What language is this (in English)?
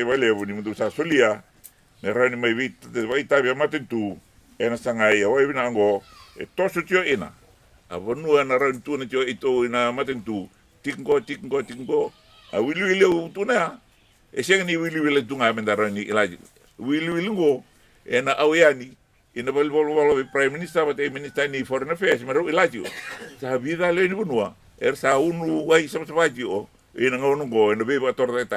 Fijian